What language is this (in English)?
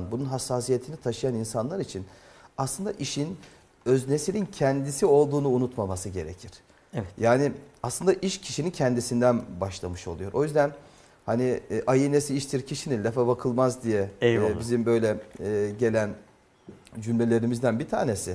Turkish